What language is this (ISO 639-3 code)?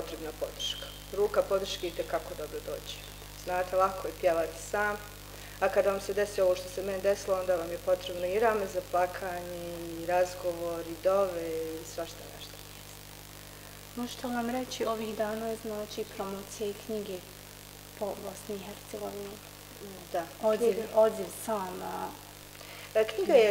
bos